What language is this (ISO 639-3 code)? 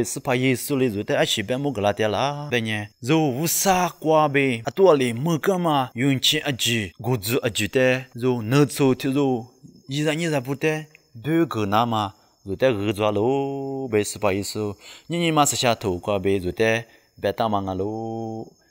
lis